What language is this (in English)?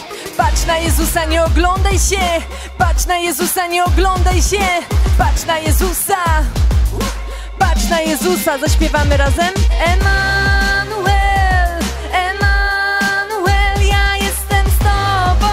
Polish